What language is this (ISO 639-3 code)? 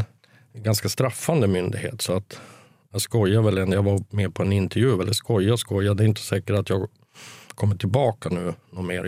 swe